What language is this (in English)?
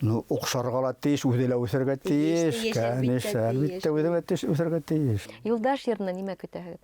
Bashkir